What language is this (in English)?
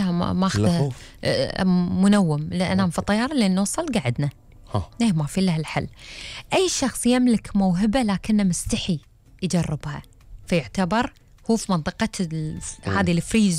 Gulf Arabic